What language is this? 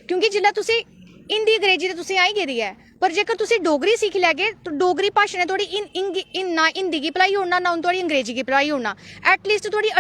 Dogri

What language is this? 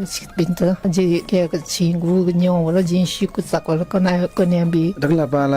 Newari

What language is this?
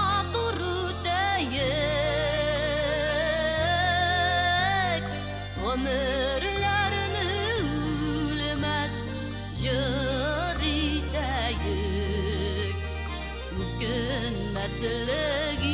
Bashkir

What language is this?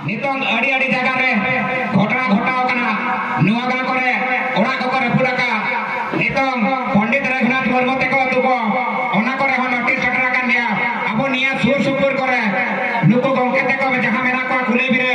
Santali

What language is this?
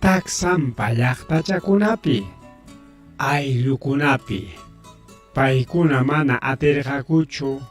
Ayacucho Quechua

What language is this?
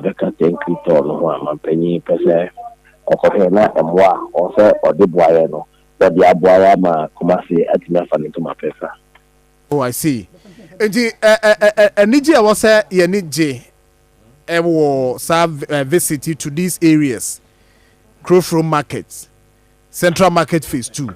Akan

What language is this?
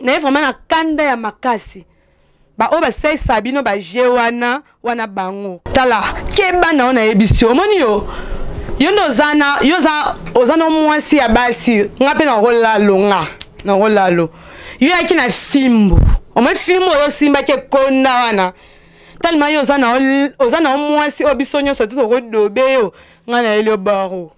Lingala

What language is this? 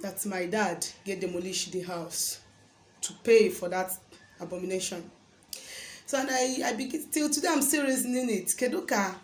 Igbo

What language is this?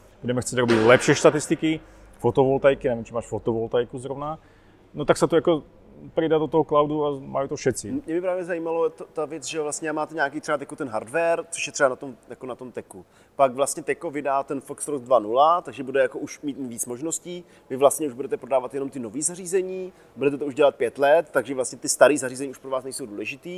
Czech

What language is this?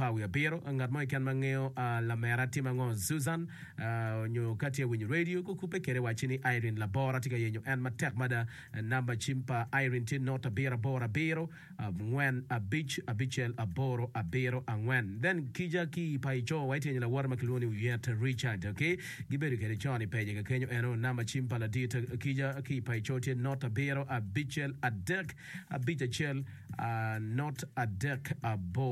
Acoli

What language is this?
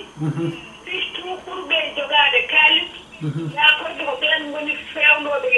Fula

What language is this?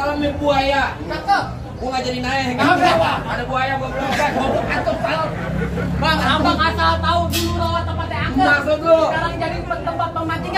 Betawi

